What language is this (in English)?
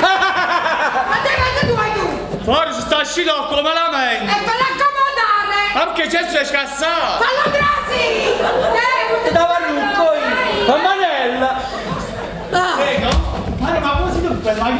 Neapolitan